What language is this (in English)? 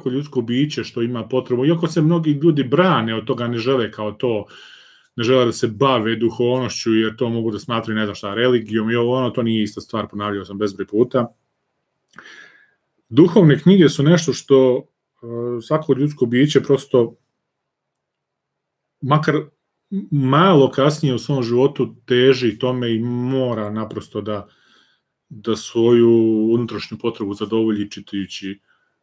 Serbian